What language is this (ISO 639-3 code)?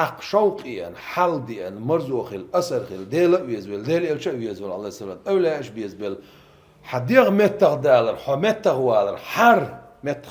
che